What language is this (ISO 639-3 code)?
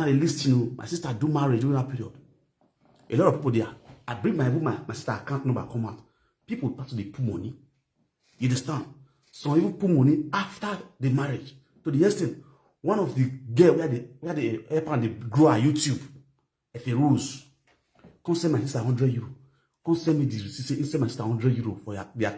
pcm